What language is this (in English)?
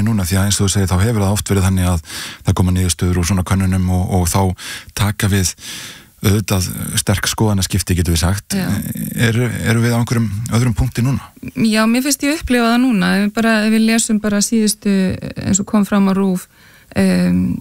Icelandic